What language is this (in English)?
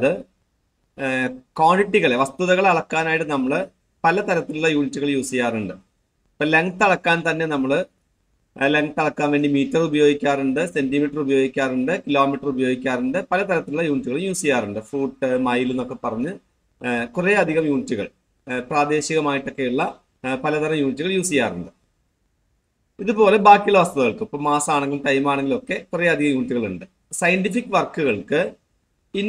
Malayalam